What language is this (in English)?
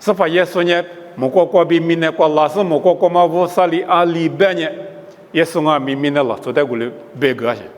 Lisu